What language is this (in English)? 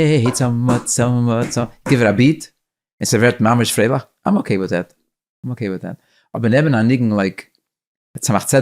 Yiddish